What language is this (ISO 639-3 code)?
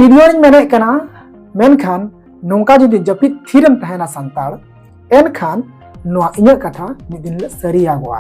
sat